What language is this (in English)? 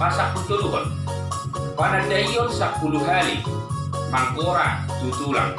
Batak Toba